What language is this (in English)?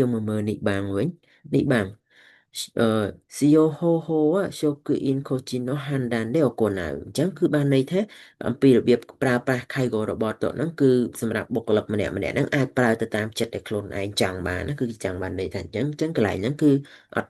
Khmer